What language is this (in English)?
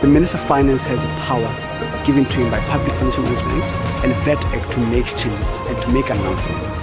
Venda